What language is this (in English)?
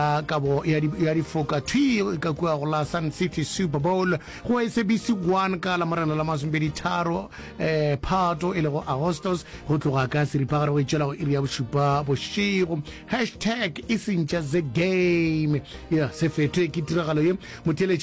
Northern Sotho